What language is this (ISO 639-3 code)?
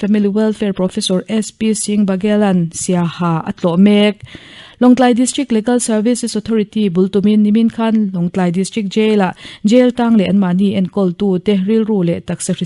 lus